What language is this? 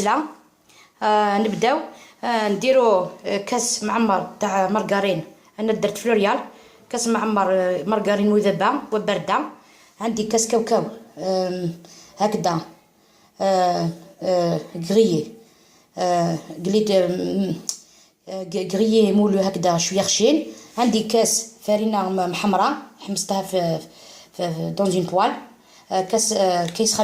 Algerian Arabic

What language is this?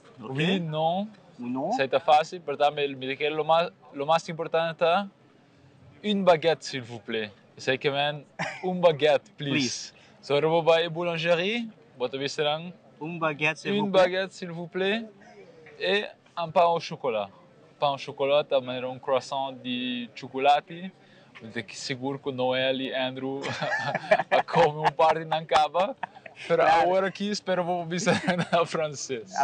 Papiamento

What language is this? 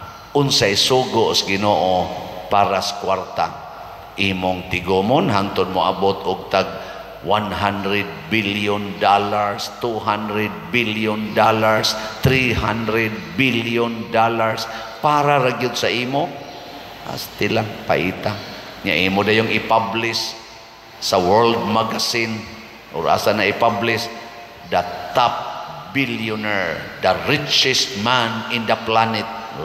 Cebuano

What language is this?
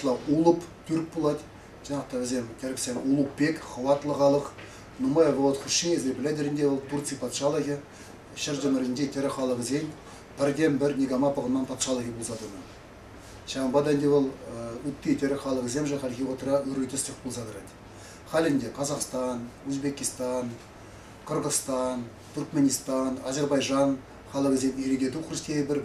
Chuvash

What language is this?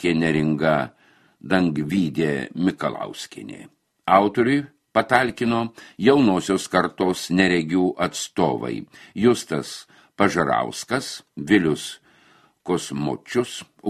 Lithuanian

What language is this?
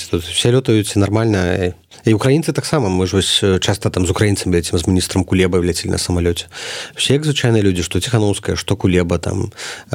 Belarusian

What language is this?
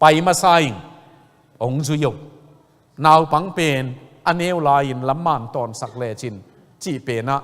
Tedim Chin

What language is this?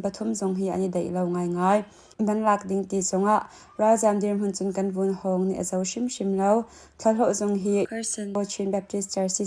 Hakha Chin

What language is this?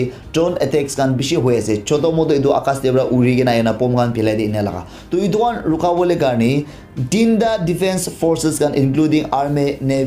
Naga Pidgin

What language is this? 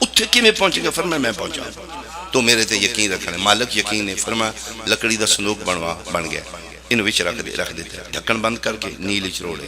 Pahari-Potwari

